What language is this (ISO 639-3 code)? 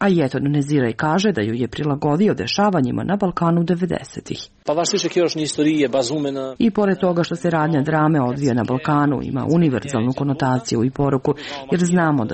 srp